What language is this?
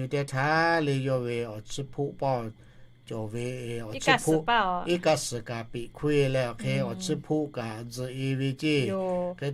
Lahu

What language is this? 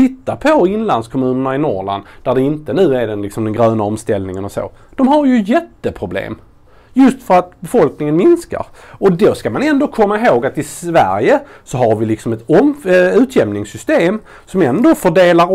Swedish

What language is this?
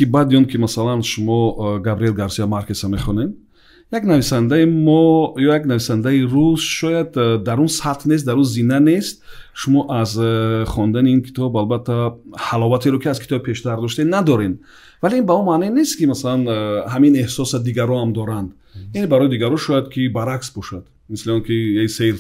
Tajik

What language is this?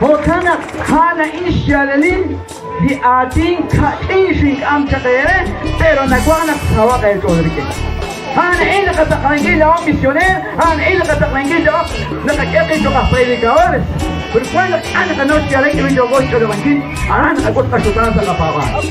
Kekchí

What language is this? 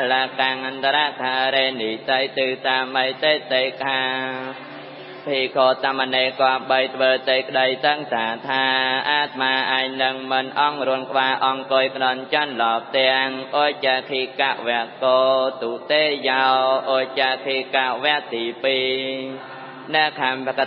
Khmer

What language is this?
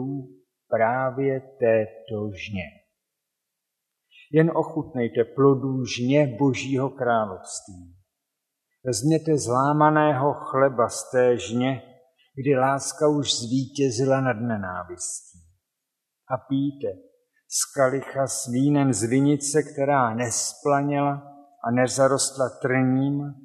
Czech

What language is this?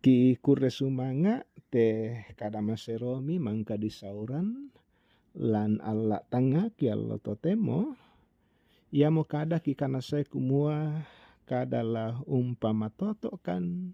Toraja-Sa'dan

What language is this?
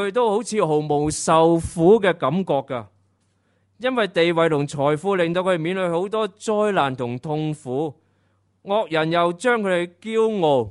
Cantonese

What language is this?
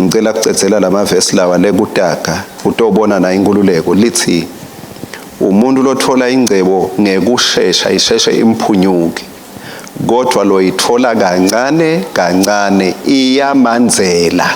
Swati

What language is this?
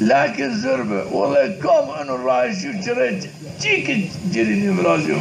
Zaza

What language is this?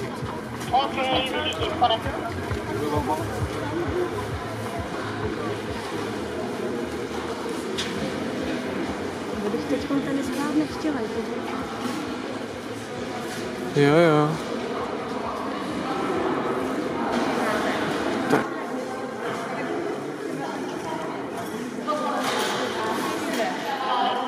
Czech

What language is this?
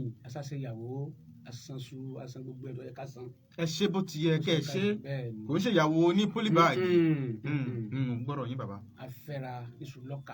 Yoruba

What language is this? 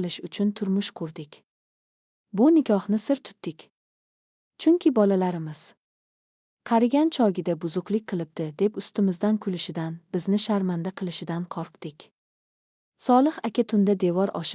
Uzbek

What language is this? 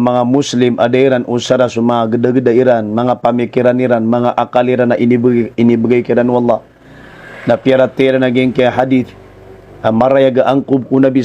Maranao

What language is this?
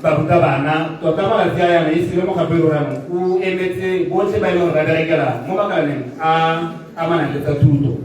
Tswana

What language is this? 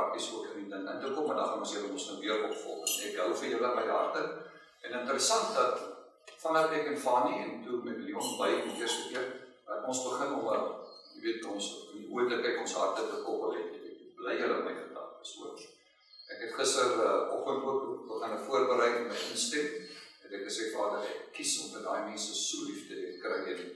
Afrikaans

